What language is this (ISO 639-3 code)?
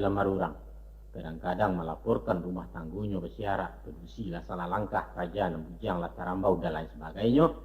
min